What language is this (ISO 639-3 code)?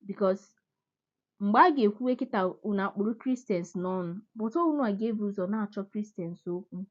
ibo